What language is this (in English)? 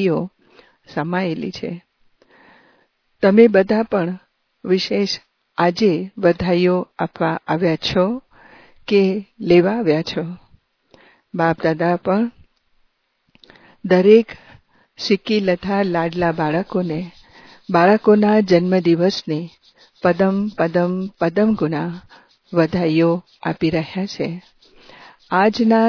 Gujarati